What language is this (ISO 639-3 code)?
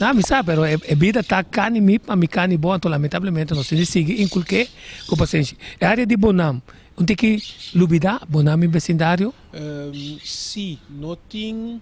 pap